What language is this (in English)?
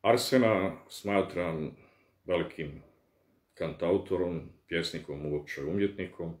Bosnian